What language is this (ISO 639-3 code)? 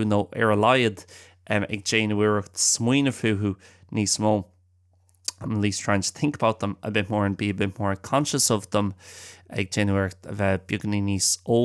gle